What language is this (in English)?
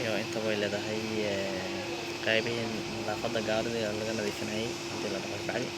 Somali